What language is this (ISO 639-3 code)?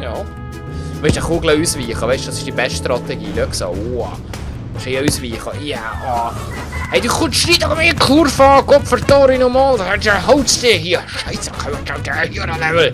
gsw